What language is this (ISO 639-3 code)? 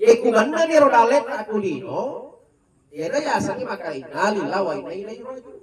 bug